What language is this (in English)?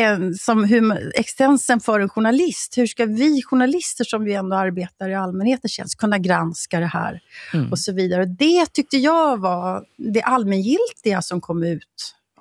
Swedish